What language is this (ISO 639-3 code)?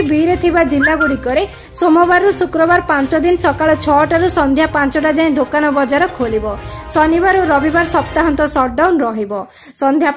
ori